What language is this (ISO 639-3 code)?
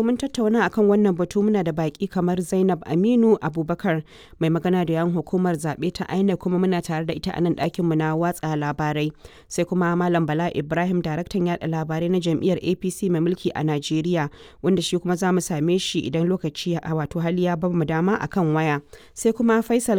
hau